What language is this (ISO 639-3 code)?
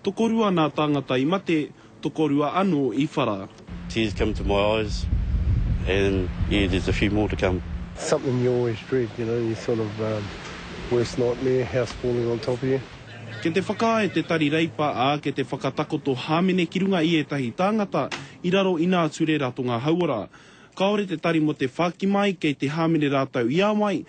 mri